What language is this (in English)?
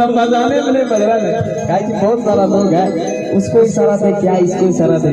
Maithili